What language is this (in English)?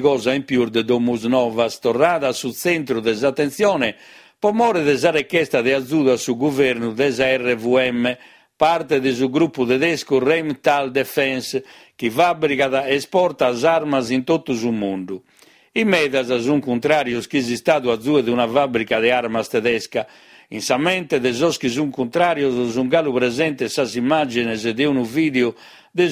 Sardinian